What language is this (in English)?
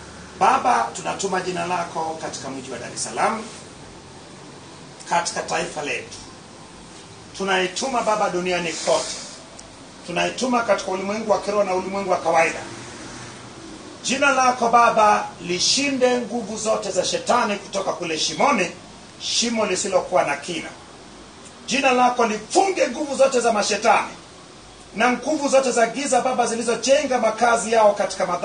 Swahili